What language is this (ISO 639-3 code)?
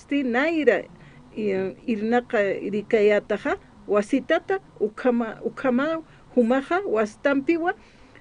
aym